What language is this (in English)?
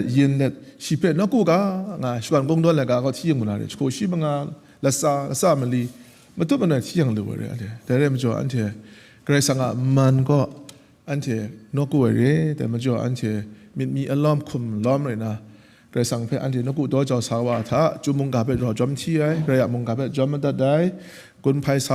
Kachin